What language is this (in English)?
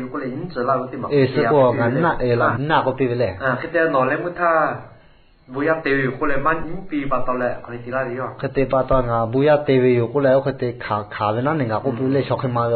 Lahu